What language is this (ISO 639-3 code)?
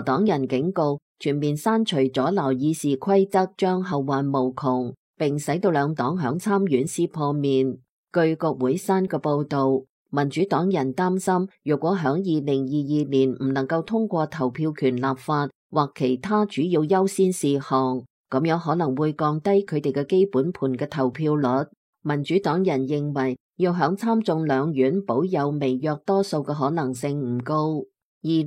yue